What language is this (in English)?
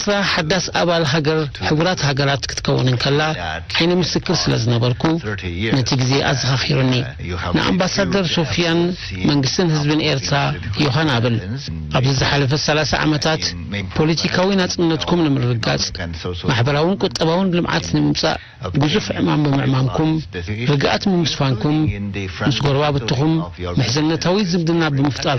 Tigrinya